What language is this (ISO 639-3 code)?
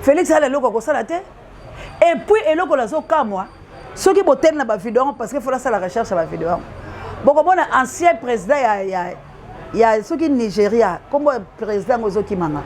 lin